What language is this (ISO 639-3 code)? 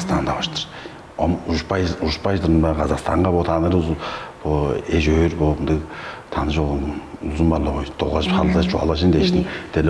tyv